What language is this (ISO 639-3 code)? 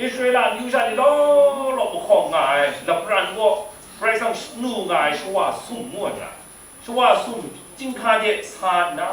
kac